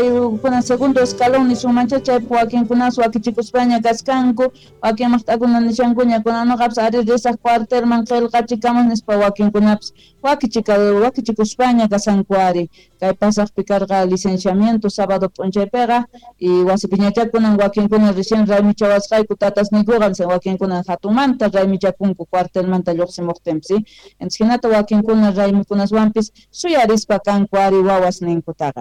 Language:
South Bolivian Quechua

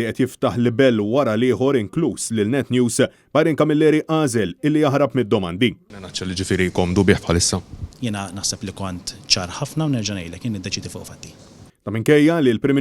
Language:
Maltese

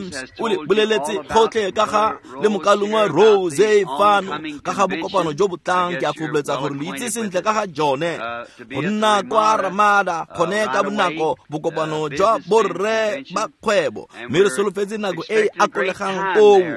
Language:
Tswana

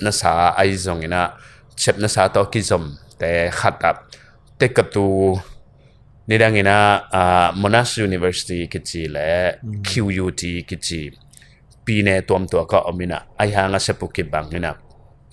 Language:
Tedim Chin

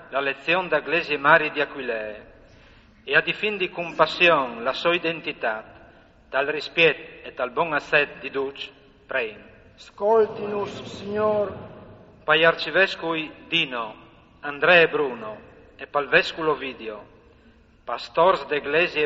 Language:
Friulian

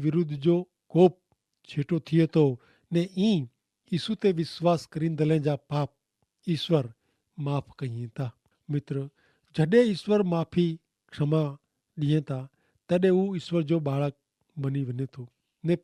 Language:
Kachhi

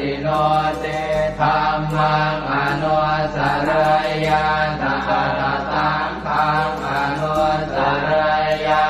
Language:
Pali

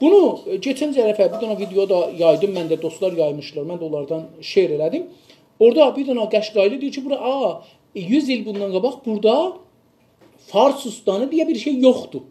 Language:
South Azerbaijani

